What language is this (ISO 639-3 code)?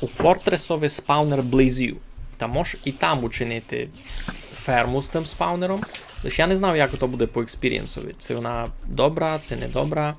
rue